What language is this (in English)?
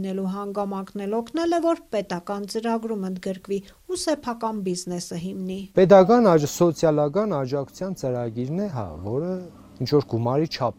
Armenian